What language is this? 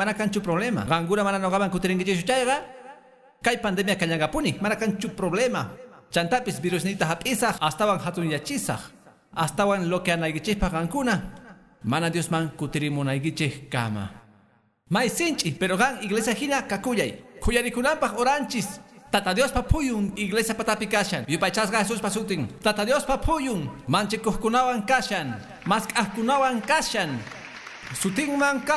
Quechua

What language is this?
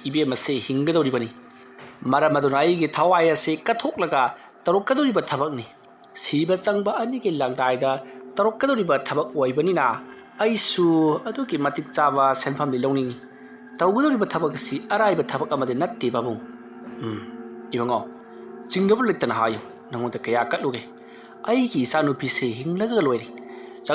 Manipuri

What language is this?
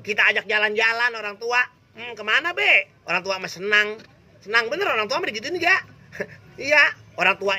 Betawi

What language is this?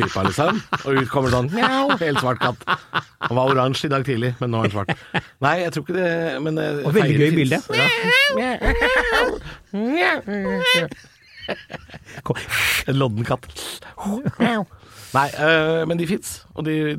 Norwegian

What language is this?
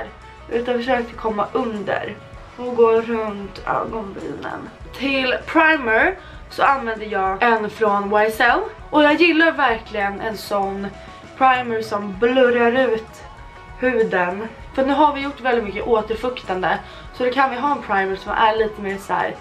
Swedish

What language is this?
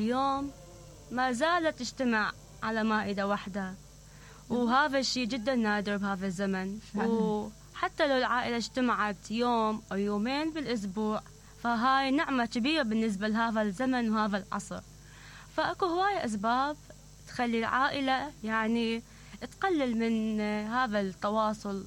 Mesopotamian Arabic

